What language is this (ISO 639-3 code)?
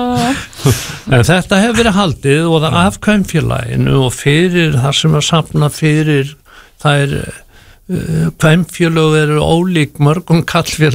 isl